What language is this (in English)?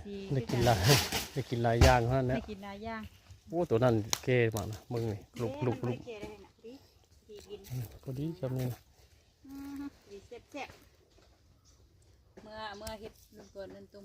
Northeastern Thai